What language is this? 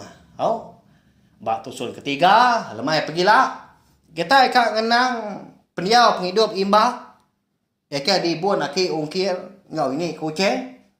Iban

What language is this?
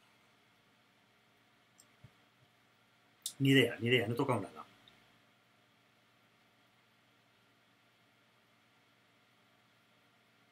Spanish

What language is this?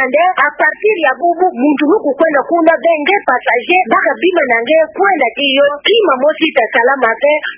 Kituba (Democratic Republic of Congo)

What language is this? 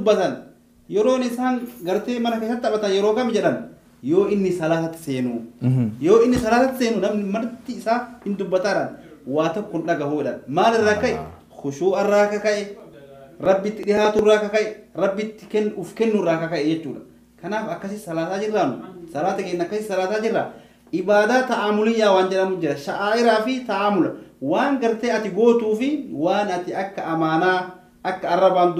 Oromo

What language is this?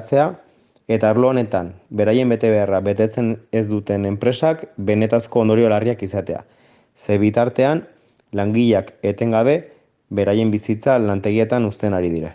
Basque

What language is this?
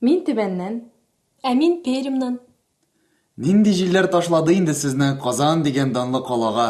Tatar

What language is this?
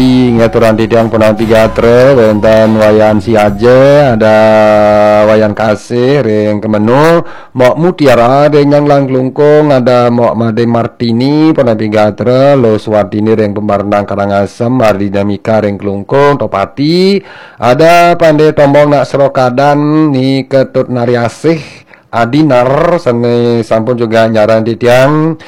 Balinese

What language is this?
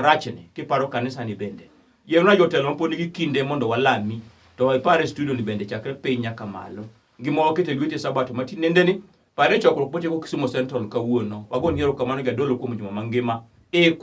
Luo (Kenya and Tanzania)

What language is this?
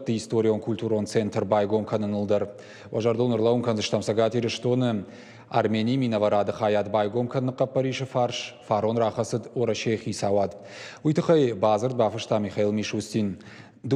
Ossetic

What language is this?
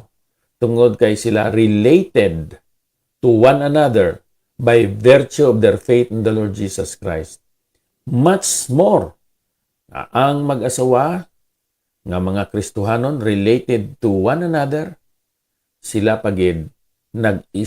Hiligaynon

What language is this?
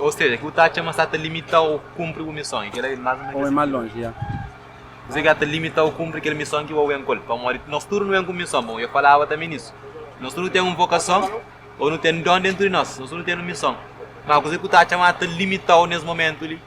Kabuverdianu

